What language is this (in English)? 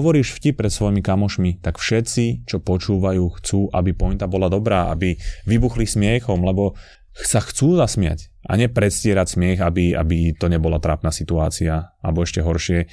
Slovak